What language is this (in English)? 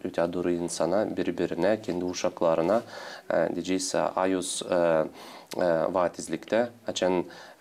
Gagauz